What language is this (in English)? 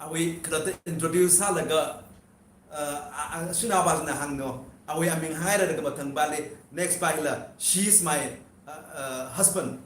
Tangkhul Naga (India)